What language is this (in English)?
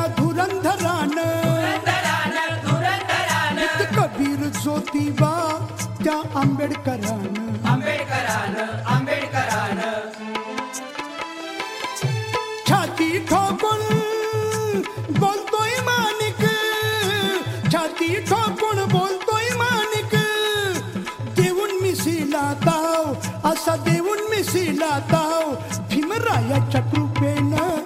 Marathi